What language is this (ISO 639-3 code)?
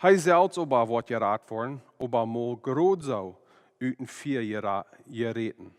pdt